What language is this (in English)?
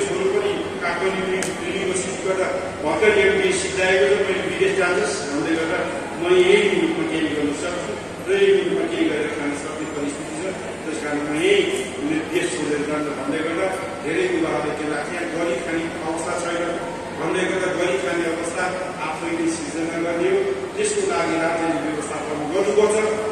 Nepali